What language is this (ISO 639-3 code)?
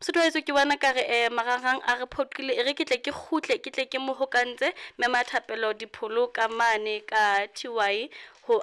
sot